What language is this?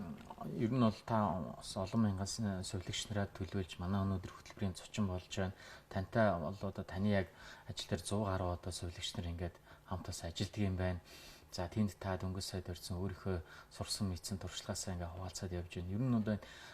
Mongolian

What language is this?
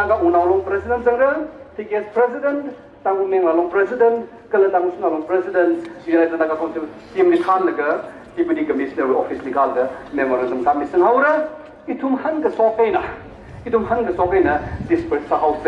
Tangkhul Naga (India)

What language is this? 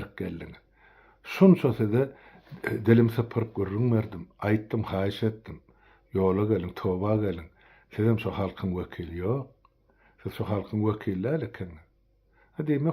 Turkmen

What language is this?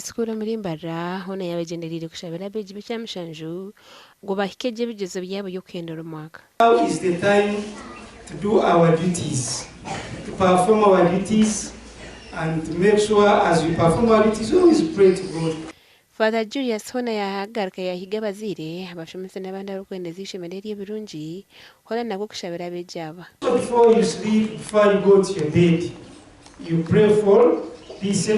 Nyankole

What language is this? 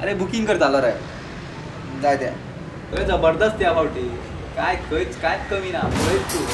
Konkani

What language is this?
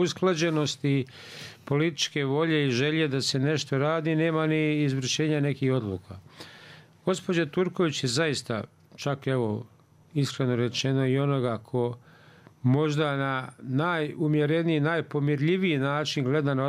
Bosnian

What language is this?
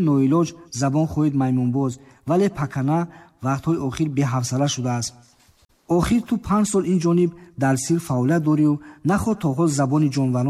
Tajik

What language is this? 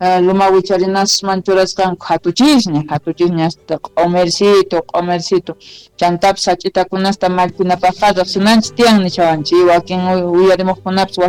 South Bolivian Quechua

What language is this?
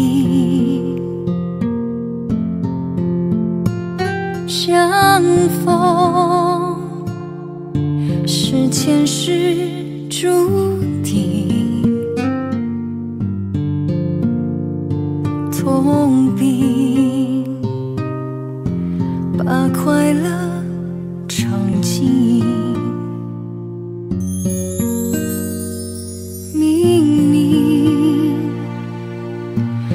Chinese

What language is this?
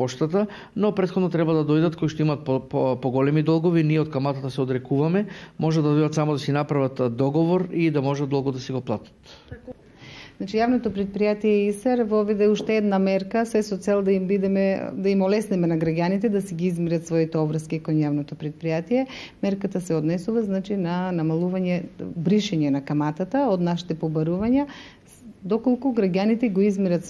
Macedonian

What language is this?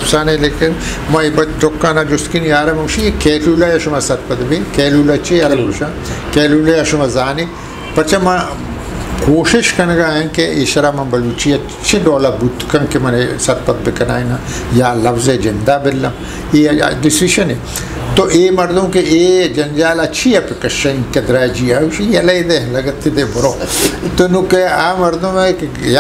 Eastern Balochi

